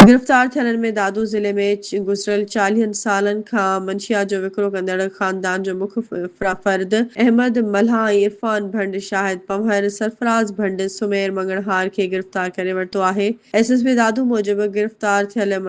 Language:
Sindhi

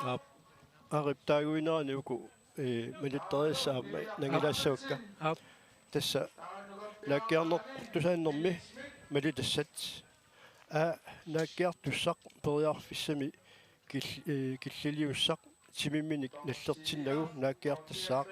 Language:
Kalaallisut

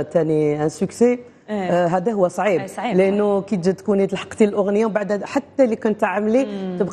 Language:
Algerian Arabic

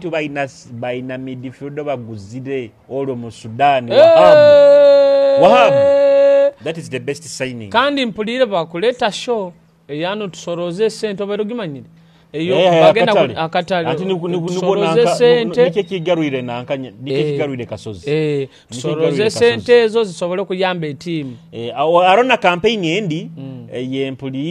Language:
Nyoro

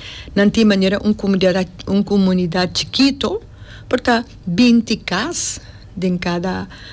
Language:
Papiamento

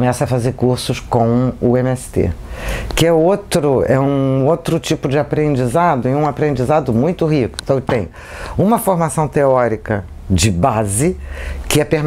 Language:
Portuguese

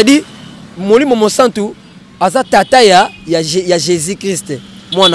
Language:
Lingala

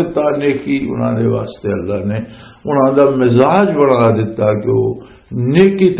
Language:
Western Panjabi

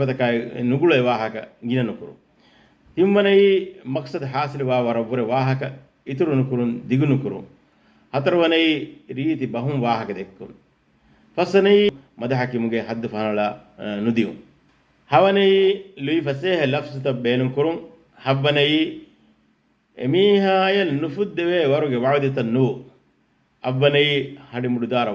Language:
Divehi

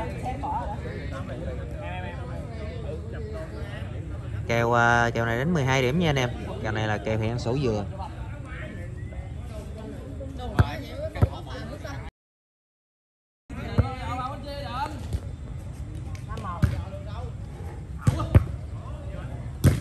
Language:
Vietnamese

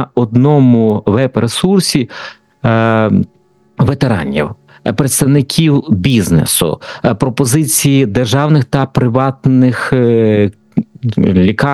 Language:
Ukrainian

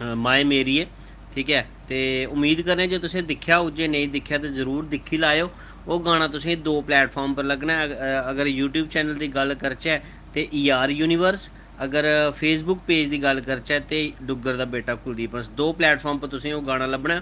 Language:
Dogri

